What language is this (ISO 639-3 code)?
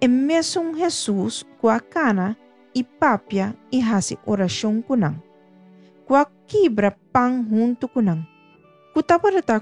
pap